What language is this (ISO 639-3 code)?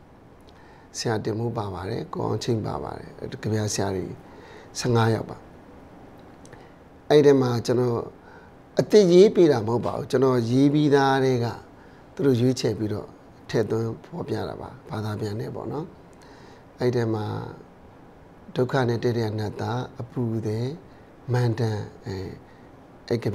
mya